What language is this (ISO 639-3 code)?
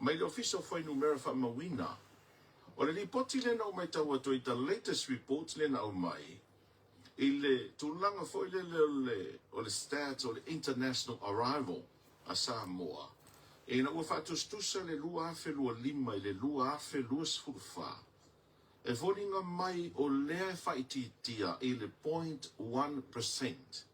smo